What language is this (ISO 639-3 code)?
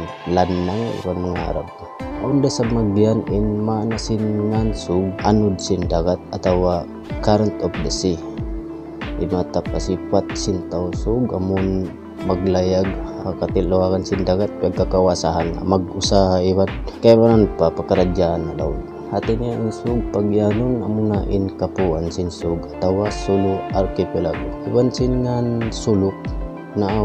tsg